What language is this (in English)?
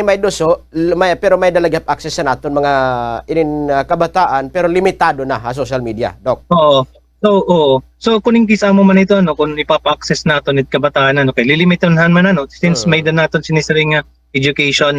Waray